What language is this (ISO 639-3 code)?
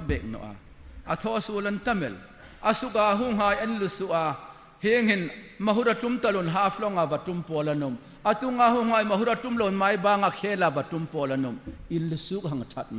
hmr